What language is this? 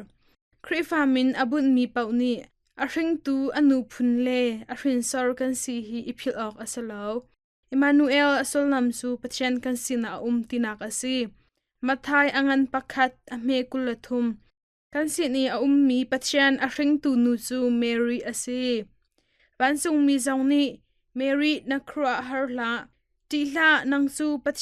Hakha Chin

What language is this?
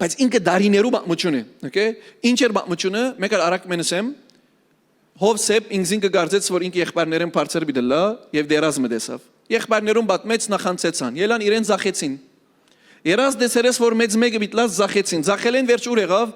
Western Armenian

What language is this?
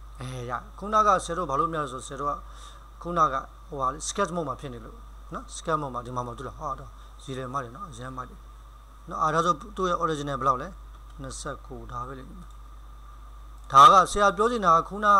Burmese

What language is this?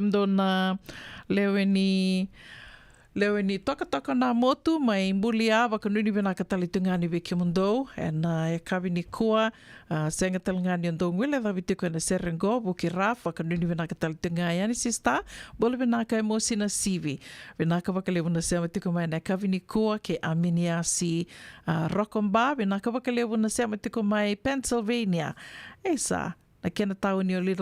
Fijian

